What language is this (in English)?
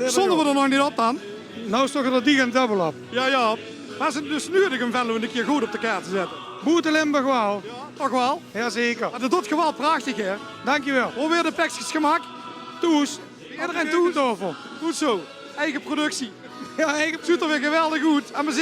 Limburgish